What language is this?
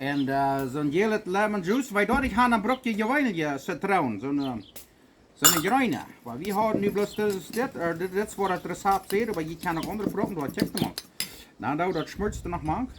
Plautdietsch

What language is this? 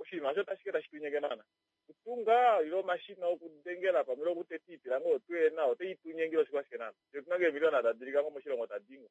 Kuanyama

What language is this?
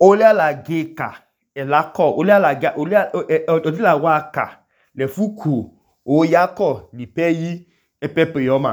Idoma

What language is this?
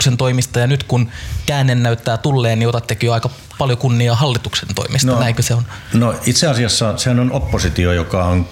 Finnish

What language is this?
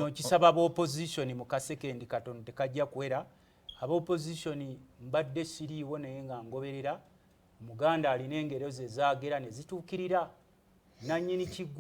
Ganda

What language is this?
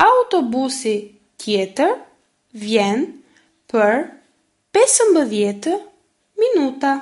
Albanian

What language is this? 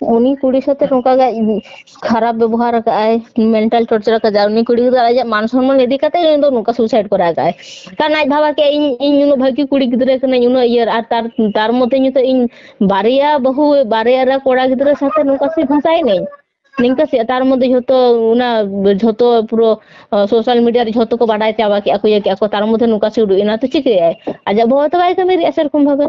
Santali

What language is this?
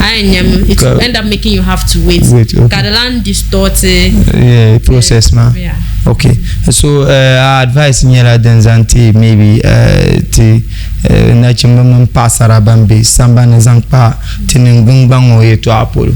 Dagbani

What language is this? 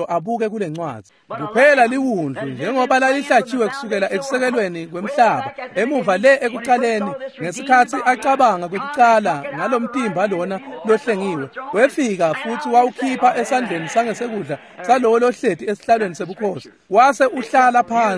Swati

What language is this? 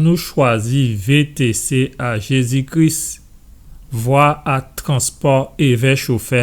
Guadeloupean Creole French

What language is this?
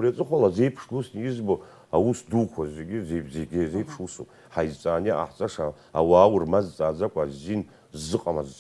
Abkhazian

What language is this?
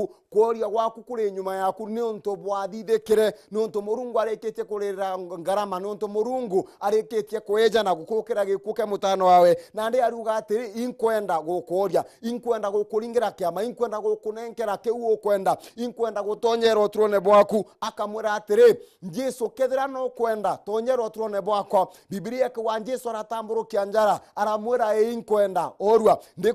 Meru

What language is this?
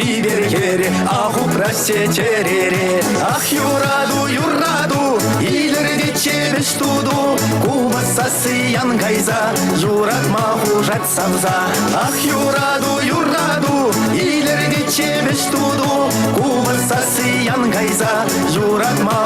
Chuvash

